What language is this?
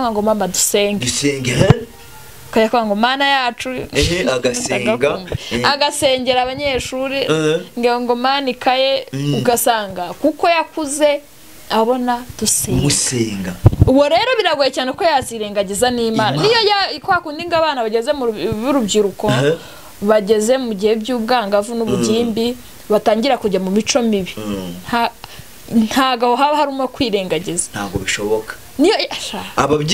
Kinyarwanda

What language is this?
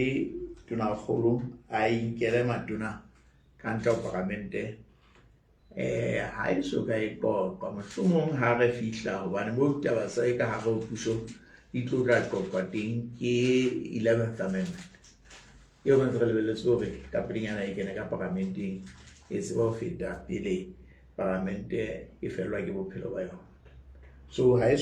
Southern Sotho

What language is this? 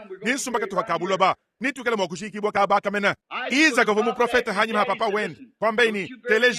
Luba-Lulua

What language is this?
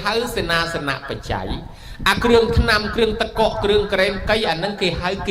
Khmer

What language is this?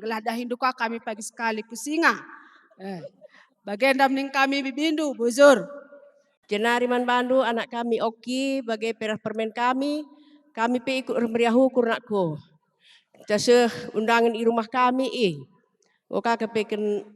Batak Karo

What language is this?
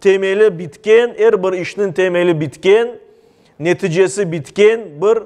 Crimean Tatar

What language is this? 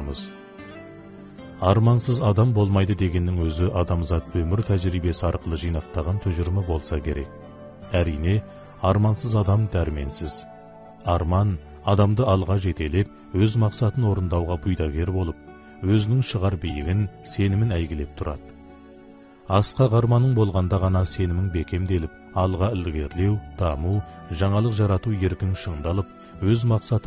Kazakh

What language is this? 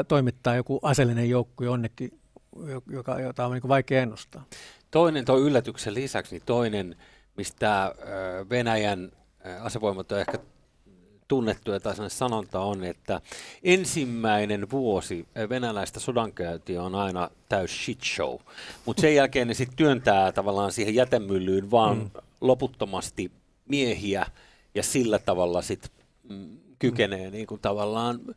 Finnish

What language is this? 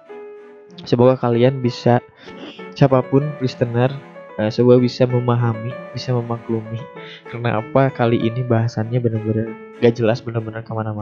Indonesian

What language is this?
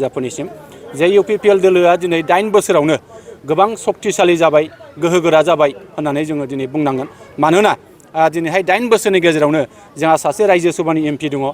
Bodo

